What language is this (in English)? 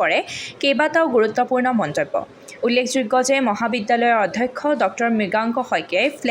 Assamese